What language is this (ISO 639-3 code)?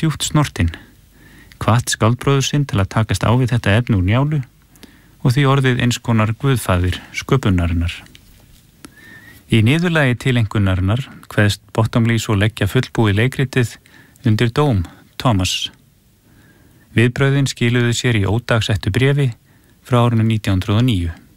isl